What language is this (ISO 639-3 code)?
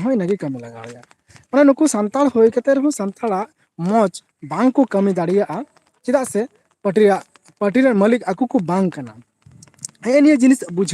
sat